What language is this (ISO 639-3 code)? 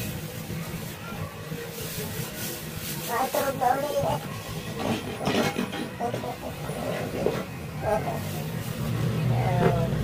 fil